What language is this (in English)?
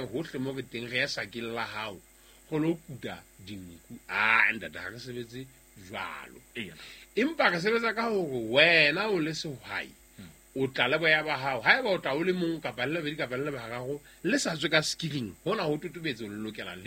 Southern Sotho